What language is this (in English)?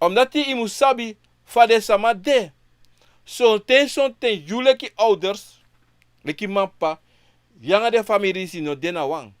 Sranan Tongo